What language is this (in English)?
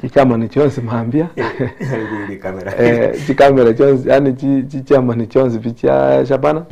Gusii